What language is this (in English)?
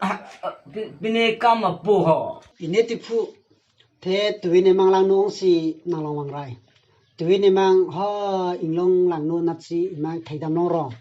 Karbi